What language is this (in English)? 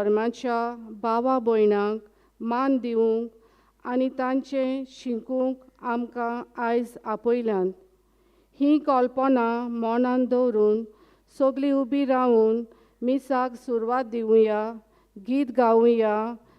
Konkani